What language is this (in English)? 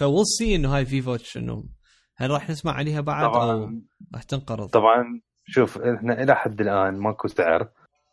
Mesopotamian Arabic